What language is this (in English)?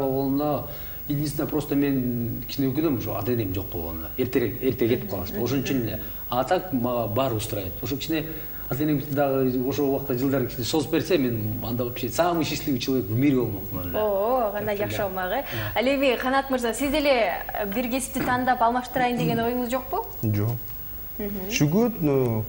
Kyrgyz